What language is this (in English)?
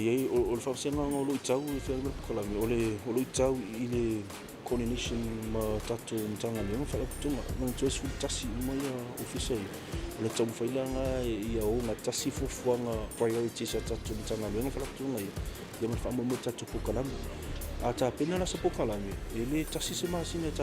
Samoan